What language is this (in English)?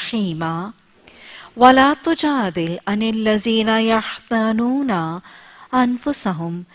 Urdu